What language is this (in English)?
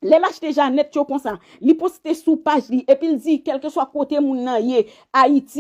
Haitian Creole